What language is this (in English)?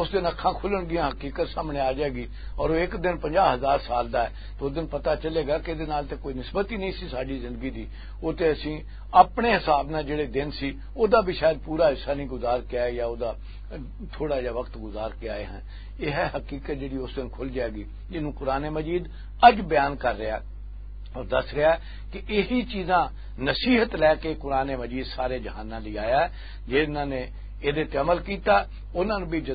Western Panjabi